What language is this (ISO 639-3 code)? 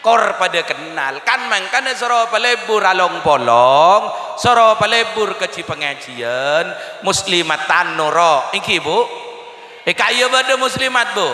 mad